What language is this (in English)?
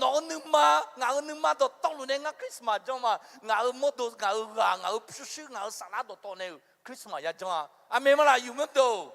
Akha